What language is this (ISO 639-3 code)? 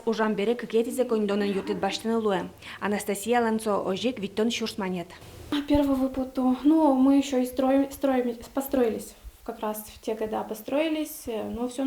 udm